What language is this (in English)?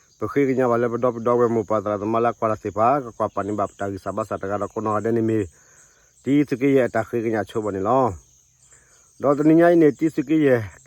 S'gaw Karen